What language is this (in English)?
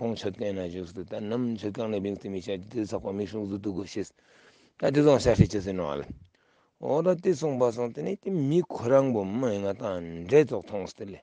Ladakhi